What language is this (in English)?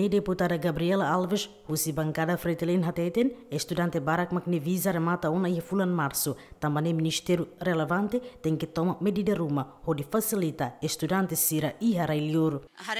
Tetum